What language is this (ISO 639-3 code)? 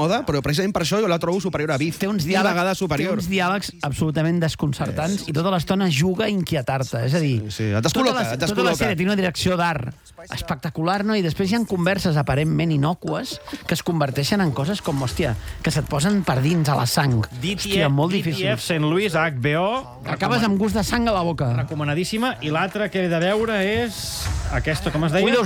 cat